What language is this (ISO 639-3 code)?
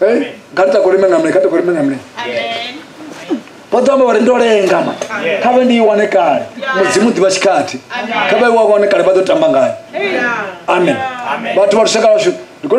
ven